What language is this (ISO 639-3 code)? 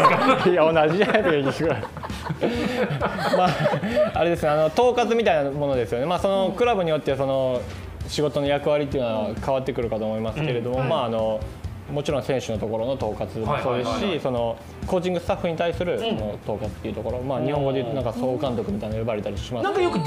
jpn